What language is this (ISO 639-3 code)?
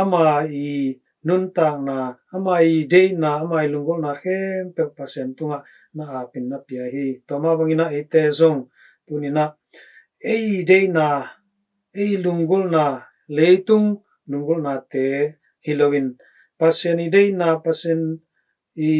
ctd